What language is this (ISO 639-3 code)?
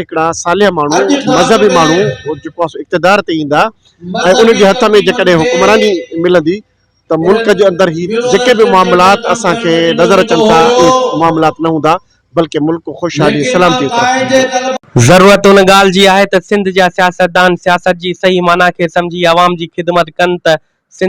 snd